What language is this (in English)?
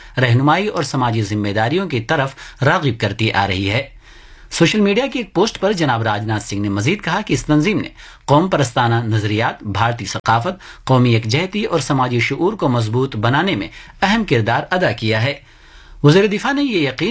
Urdu